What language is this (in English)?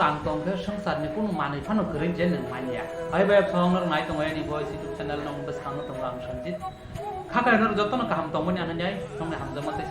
Kok Borok